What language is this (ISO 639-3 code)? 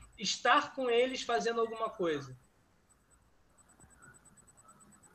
por